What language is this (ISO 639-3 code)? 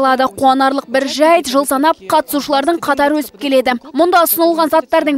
kaz